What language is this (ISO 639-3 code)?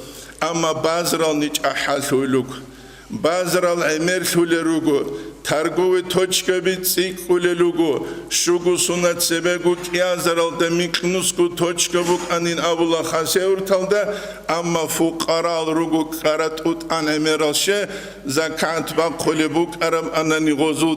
ava